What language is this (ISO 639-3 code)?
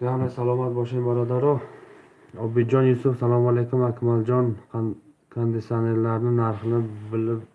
tgk